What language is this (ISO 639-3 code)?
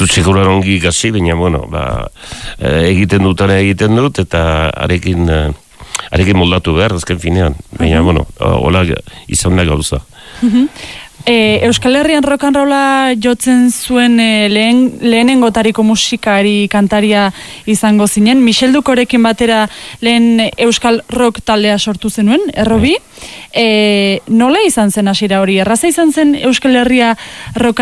eus